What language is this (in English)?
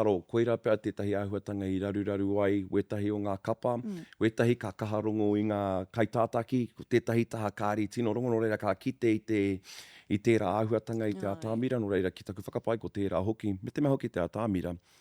Māori